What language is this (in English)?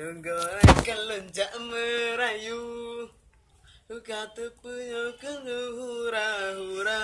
Achinese